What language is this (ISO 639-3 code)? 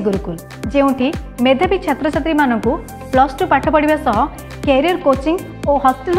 ori